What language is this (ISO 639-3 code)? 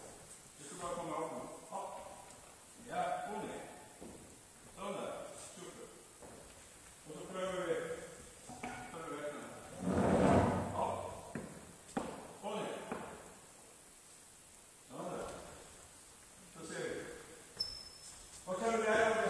dan